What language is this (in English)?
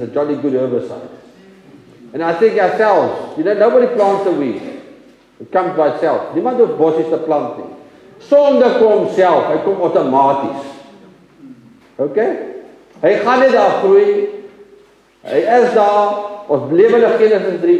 Afrikaans